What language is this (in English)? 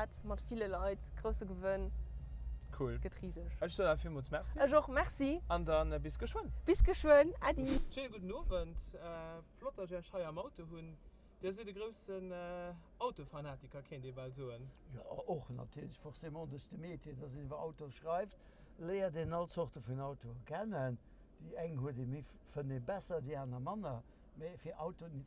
Luxembourgish